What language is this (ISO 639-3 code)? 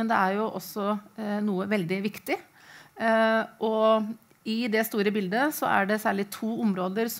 nor